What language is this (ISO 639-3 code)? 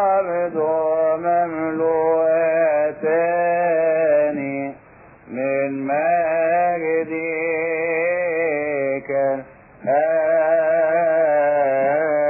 ara